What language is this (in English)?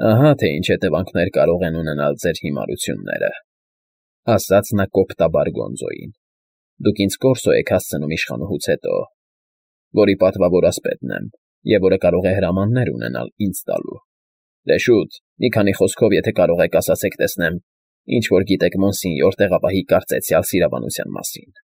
Armenian